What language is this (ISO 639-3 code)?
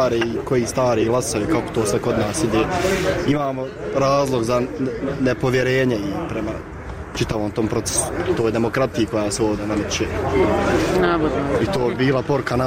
bos